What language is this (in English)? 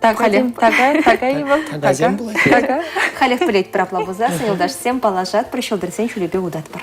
Chuvash